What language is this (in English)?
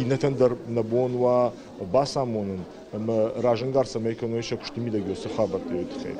Ossetic